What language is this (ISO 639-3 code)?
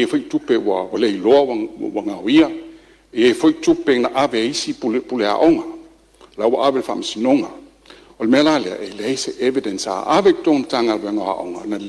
smo